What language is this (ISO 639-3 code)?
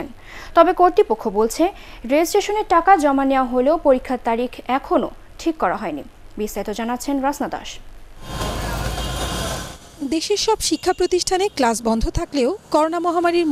ben